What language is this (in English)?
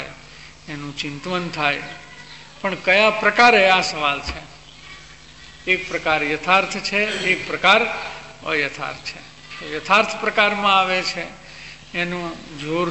Gujarati